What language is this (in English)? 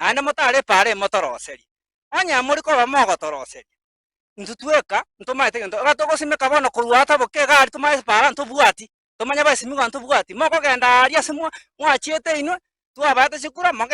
Gusii